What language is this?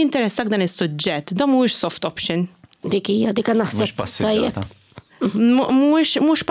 Maltese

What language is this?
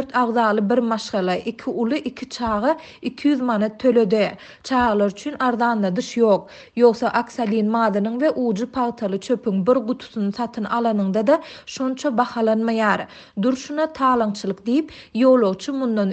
Turkmen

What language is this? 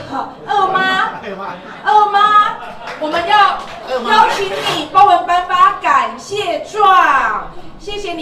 Min Nan Chinese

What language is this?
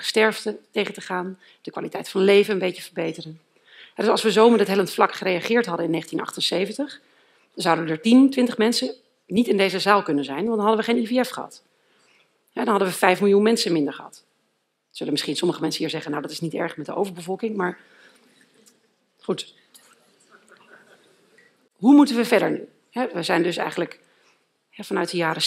Dutch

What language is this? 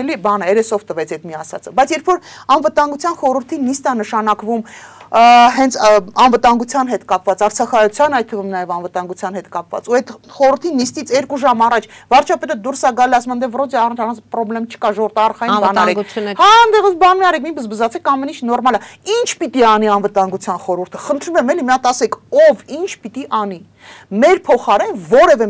Armenian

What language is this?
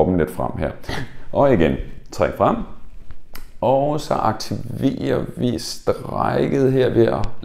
Danish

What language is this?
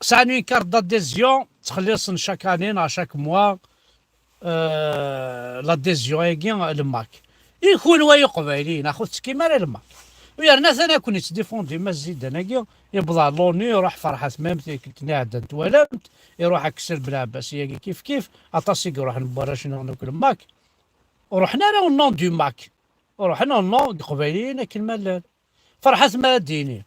Kabyle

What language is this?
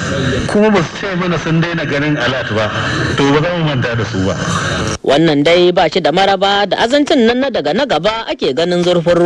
Hausa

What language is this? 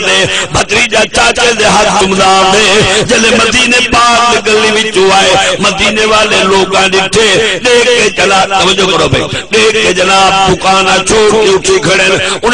Saraiki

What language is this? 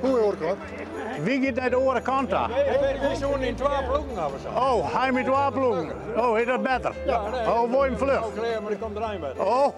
Western Frisian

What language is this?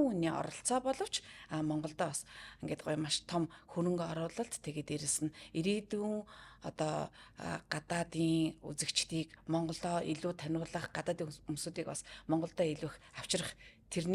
Mongolian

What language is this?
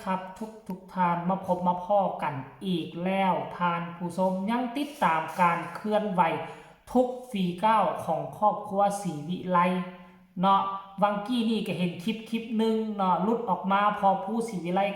Lao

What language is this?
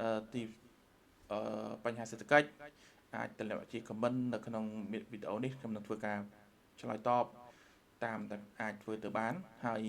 Khmer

